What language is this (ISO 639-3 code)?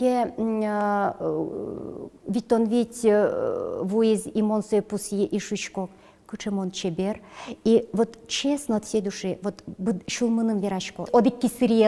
udm